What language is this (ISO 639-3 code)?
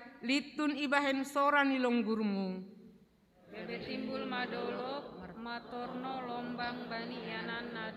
bts